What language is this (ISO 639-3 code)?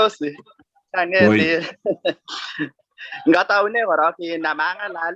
kln